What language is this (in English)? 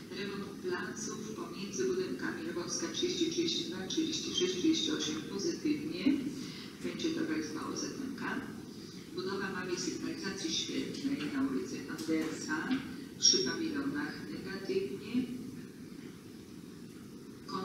Polish